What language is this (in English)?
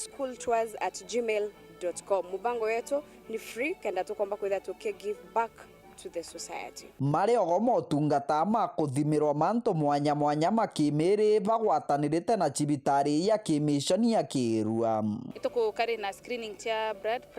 Meru